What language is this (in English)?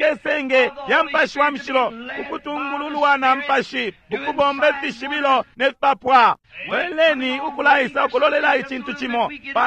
Bemba